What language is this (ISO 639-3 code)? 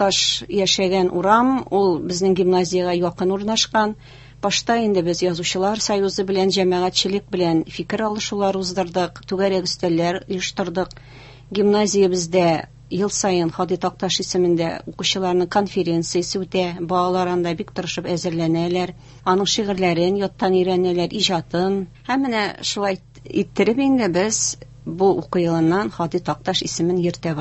tat